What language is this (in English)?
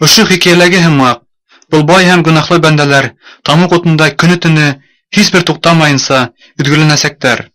Bashkir